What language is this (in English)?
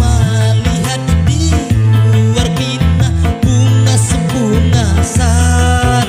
Banjar